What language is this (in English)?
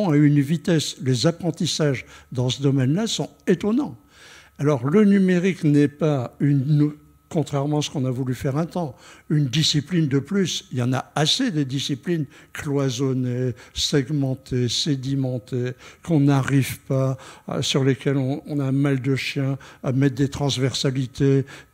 French